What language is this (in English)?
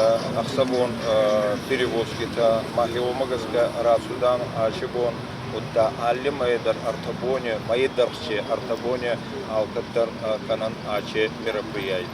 Ossetic